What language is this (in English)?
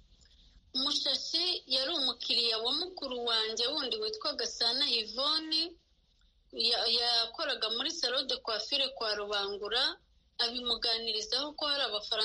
Kinyarwanda